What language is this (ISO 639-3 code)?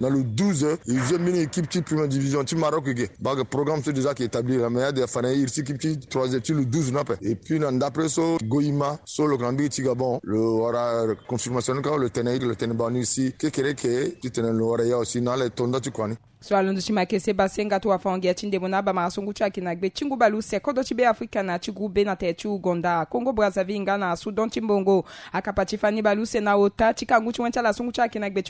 sag